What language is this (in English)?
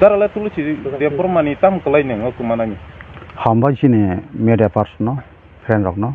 Kok Borok